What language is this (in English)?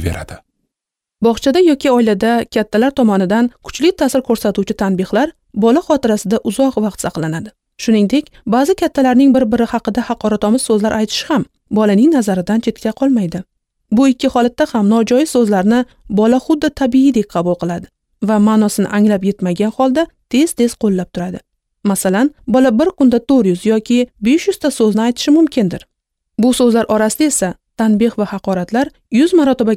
Uzbek